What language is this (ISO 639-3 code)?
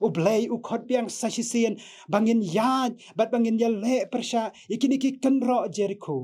kha